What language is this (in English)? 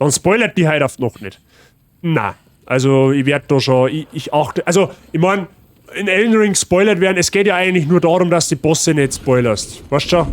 Bavarian